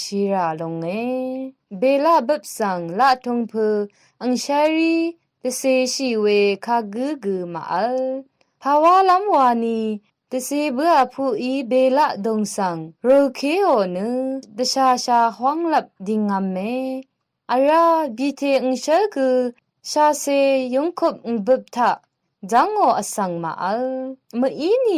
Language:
Rawang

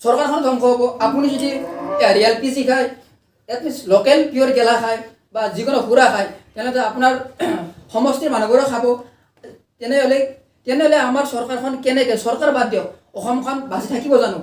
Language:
Assamese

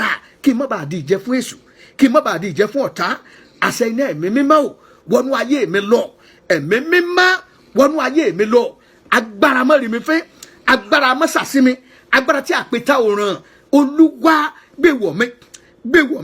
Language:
Yoruba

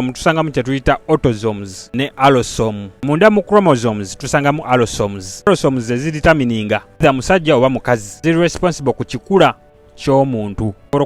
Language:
Ganda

